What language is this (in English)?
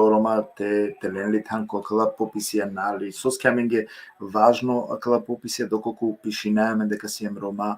Balkan Romani